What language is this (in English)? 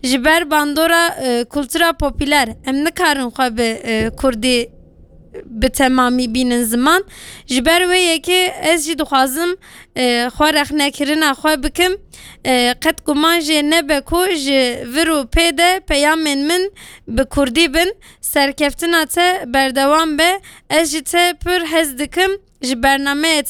Kurdish